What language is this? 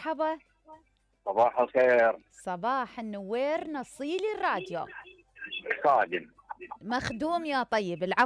Mesopotamian Arabic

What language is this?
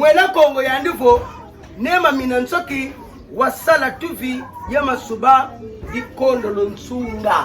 Kituba (Democratic Republic of Congo)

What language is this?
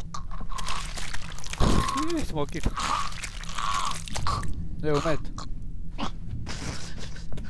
Hebrew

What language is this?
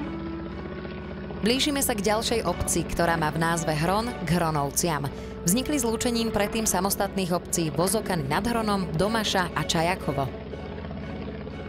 Slovak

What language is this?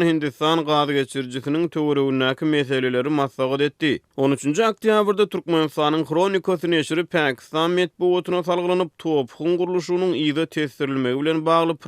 Turkmen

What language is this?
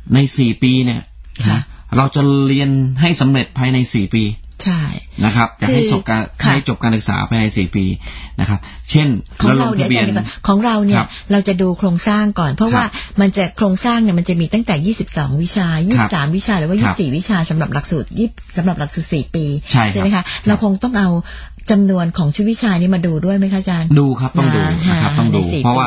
Thai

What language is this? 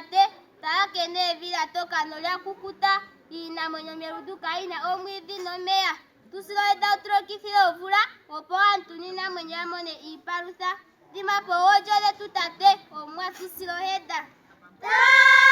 Kuanyama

